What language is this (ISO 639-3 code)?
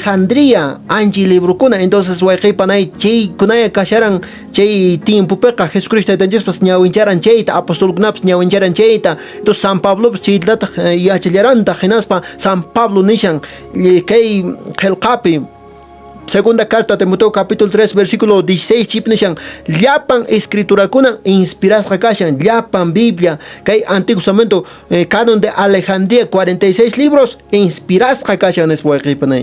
que